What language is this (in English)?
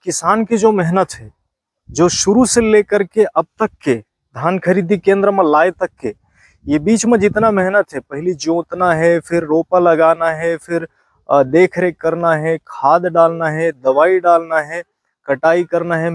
Chhattisgarhi